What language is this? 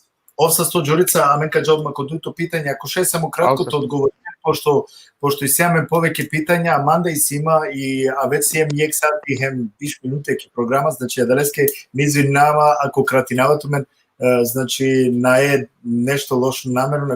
Balkan Romani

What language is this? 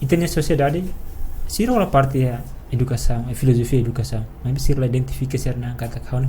Tetum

